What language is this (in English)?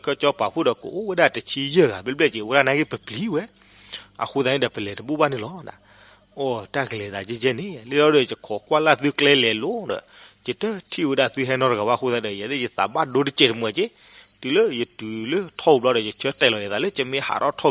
S'gaw Karen